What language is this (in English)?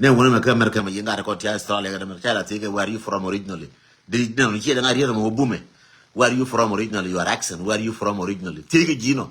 Nuer